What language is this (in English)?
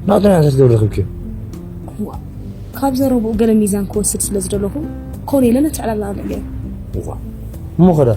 Tigrinya